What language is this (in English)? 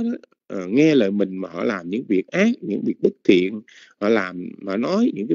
Vietnamese